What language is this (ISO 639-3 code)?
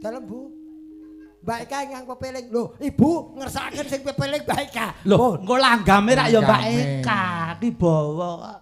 jav